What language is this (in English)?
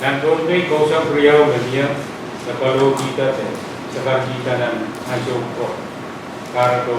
Pohnpeian